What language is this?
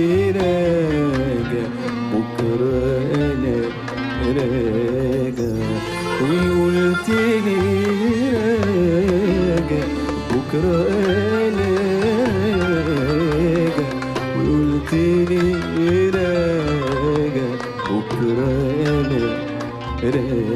Egyptian Arabic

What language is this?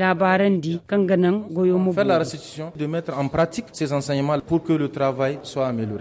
Zarma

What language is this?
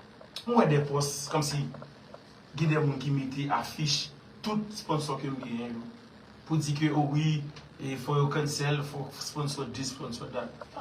Haitian Creole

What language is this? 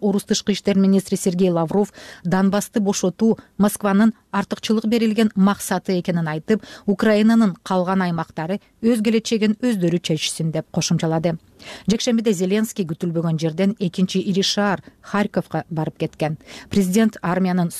Kyrgyz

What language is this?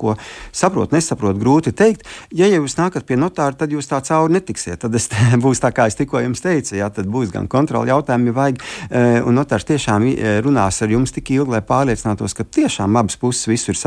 Latvian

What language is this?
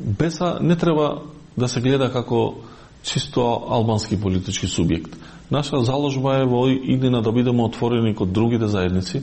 Macedonian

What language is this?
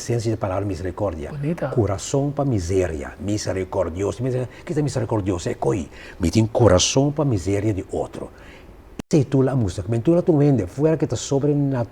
Papiamento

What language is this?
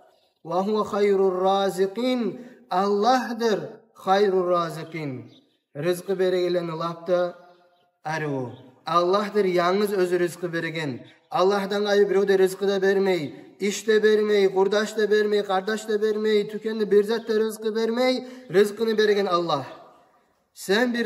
Kumyk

